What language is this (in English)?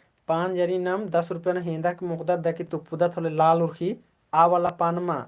Kurukh